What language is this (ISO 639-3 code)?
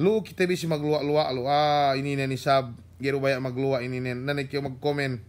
yka